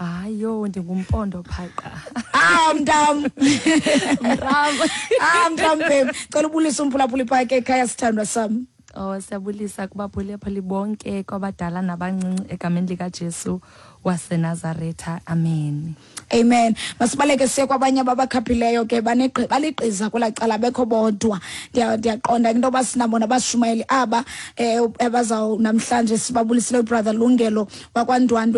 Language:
Xhosa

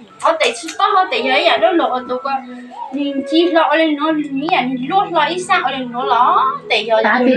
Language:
Hmong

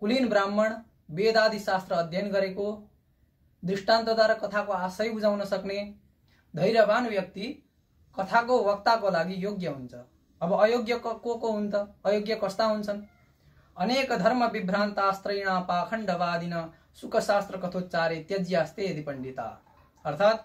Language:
Nepali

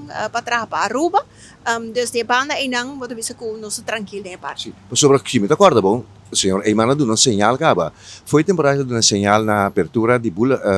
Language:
Papiamento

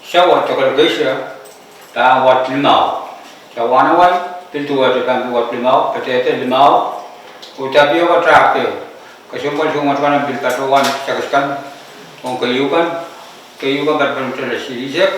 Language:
Pohnpeian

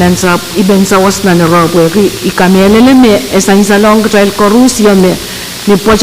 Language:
Pohnpeian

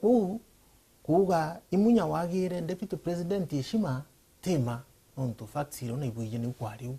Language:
Meru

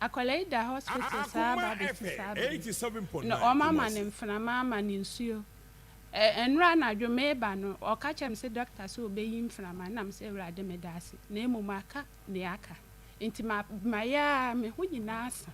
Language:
Akan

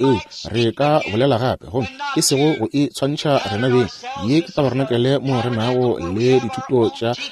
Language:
Northern Sotho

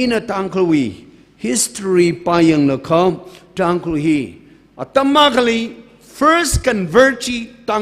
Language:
Tangkhul Naga (India)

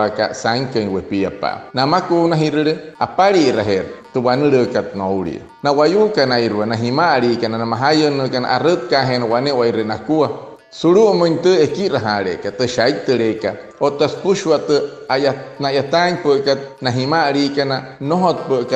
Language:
Wayuu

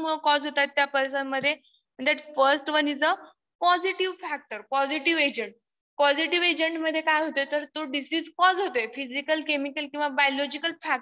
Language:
Marathi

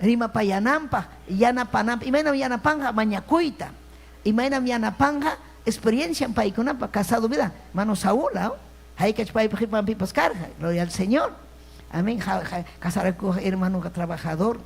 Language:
Ayacucho Quechua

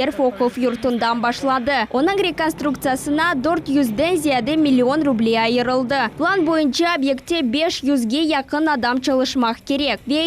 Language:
Crimean Tatar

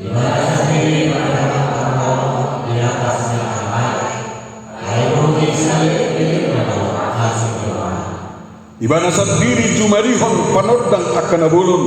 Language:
Batak Toba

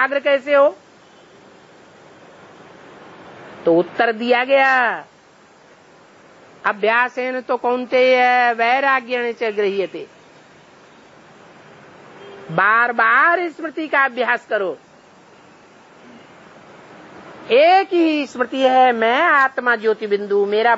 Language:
Hindi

